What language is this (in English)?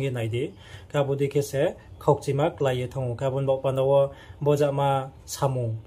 Riang (India)